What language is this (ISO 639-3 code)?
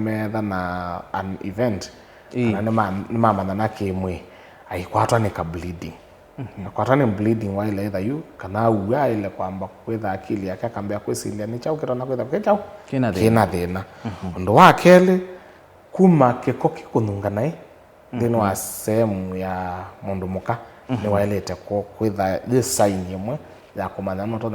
kam